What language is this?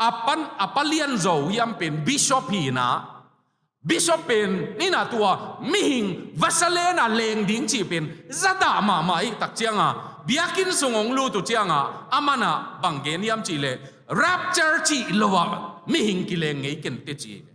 Tedim Chin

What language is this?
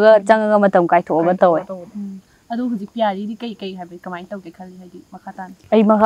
Manipuri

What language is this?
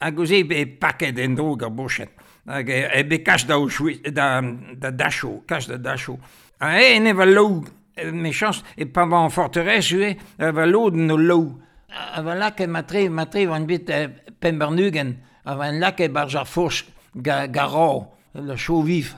Breton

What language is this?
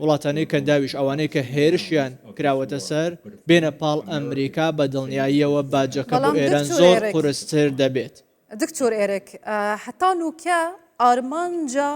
Central Kurdish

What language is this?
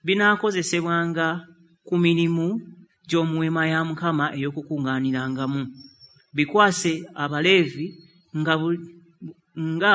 Ganda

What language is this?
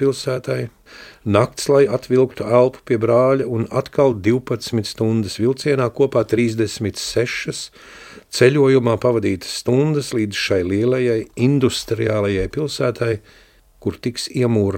Latvian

